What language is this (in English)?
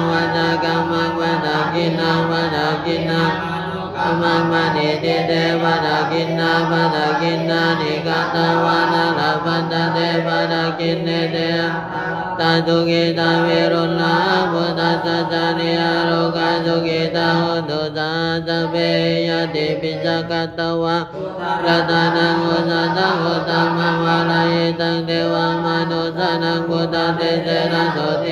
Pali